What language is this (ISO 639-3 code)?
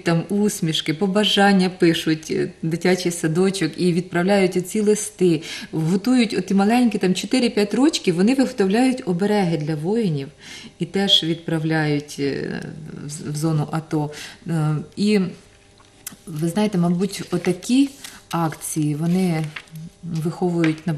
ukr